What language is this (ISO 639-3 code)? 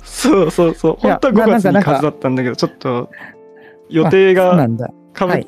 jpn